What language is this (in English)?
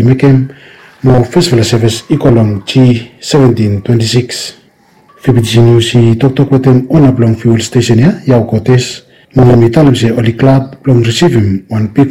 Bislama